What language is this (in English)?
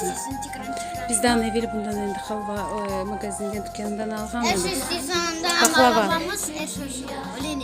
Crimean Tatar